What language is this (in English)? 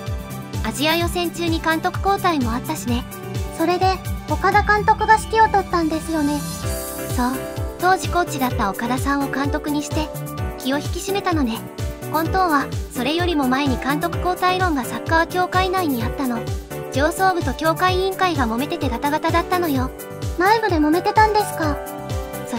Japanese